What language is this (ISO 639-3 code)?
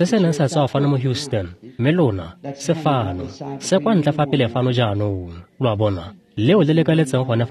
tsn